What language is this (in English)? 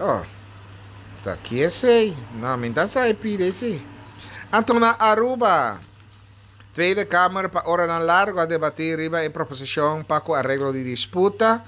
Papiamento